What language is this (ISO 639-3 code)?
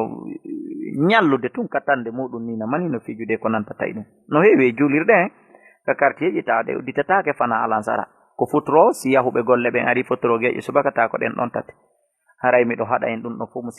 ful